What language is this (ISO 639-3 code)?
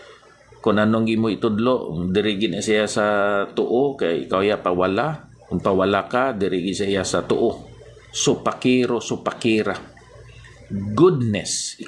hil